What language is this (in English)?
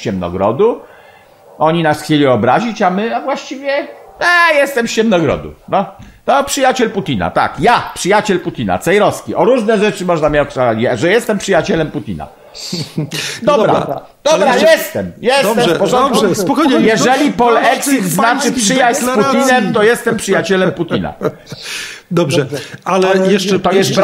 Polish